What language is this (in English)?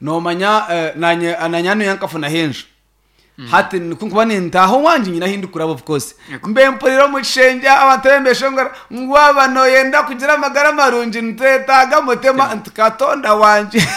Nyankole